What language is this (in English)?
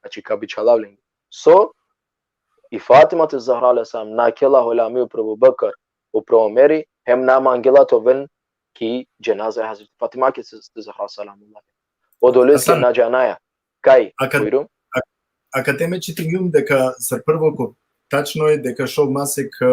Balkan Romani